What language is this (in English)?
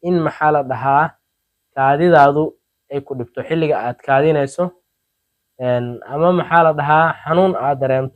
Somali